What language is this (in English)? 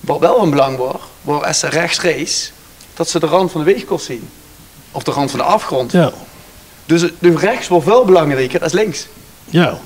Limburgish